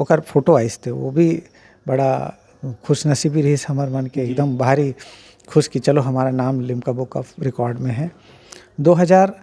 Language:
Chhattisgarhi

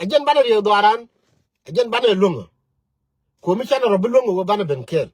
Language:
Nuer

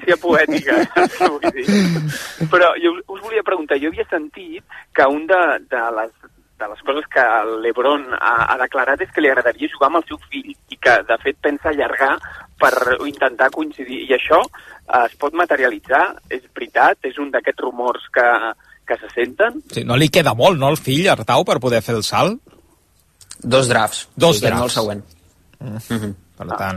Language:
Catalan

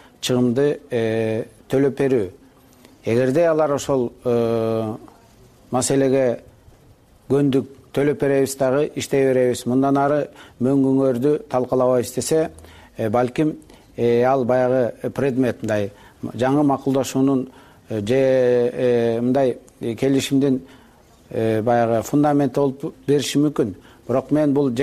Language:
Kyrgyz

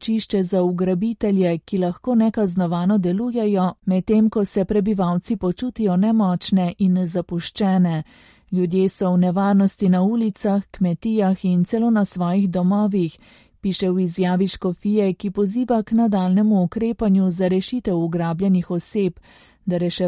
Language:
Slovenian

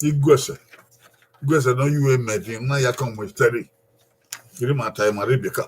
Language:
Bini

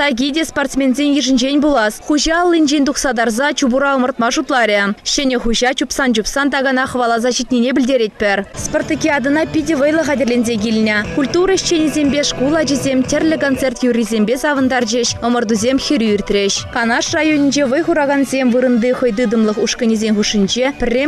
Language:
Chuvash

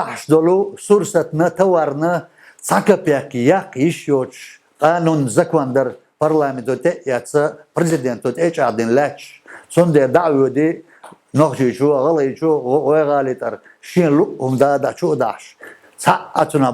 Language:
Chechen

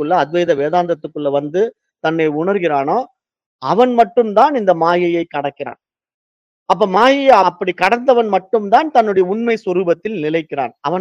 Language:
Tamil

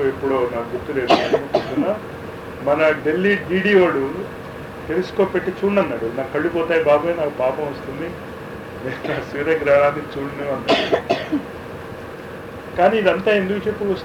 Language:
Telugu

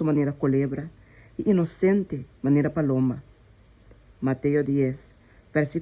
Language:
Papiamento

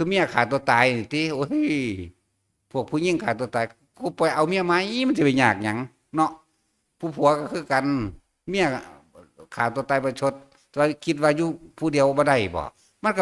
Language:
Northeastern Thai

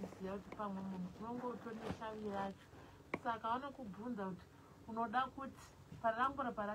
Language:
Shona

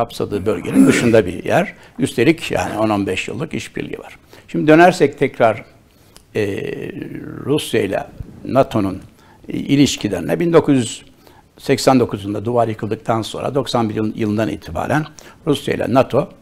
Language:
Turkish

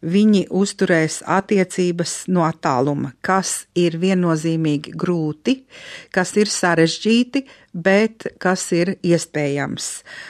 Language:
Latvian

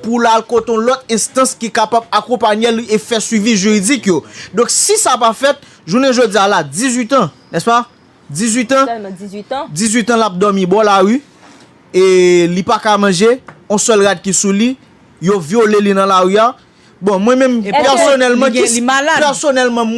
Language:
Haitian Creole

